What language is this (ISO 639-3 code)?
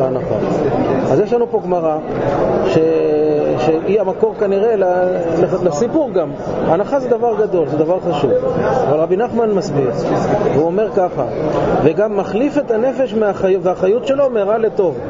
heb